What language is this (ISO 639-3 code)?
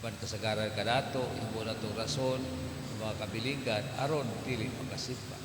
ceb